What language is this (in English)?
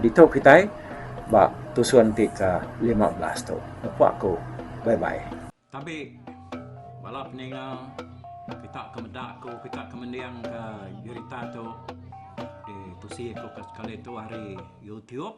Iban